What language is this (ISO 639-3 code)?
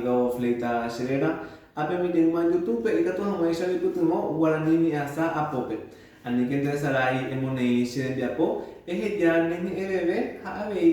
grn